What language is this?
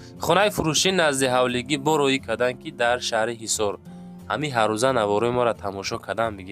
Tajik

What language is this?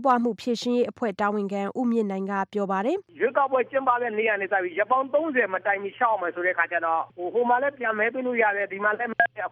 Burmese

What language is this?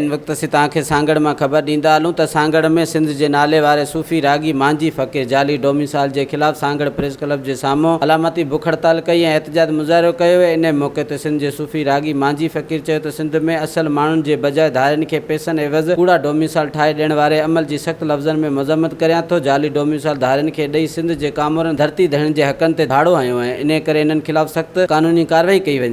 Sindhi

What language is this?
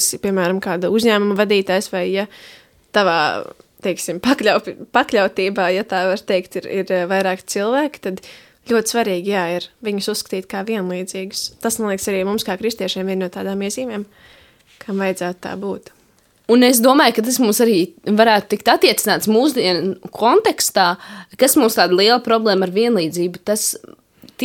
Latvian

